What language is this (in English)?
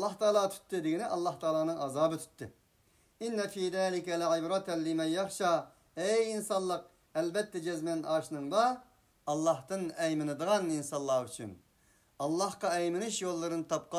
Uyghur